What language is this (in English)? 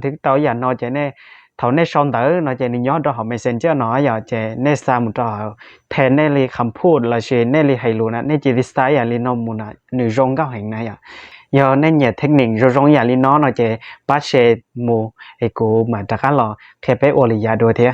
Hmong